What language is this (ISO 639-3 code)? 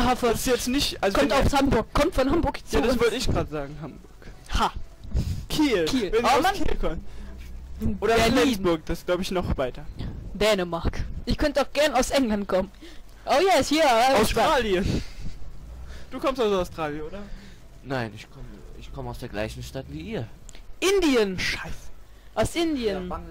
deu